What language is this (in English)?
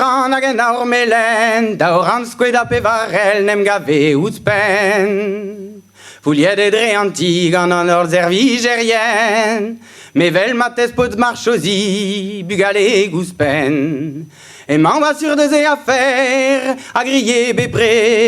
Breton